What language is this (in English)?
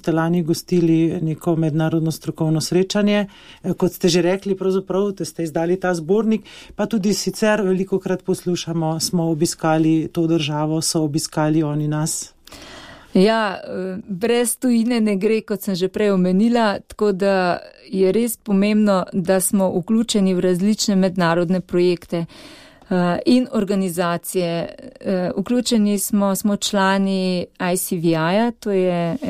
Slovenian